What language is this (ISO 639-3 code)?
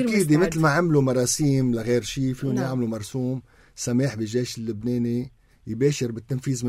apc